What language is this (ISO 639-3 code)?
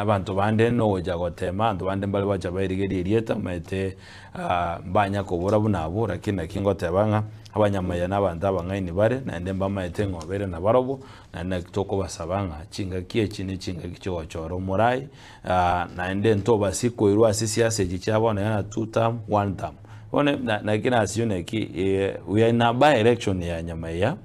guz